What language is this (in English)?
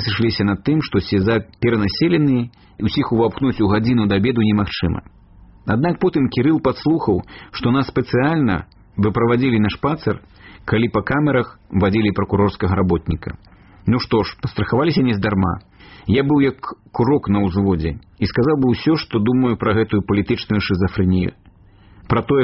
Belarusian